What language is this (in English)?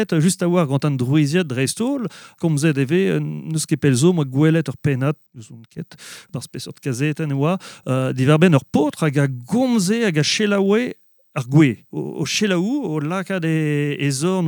Breton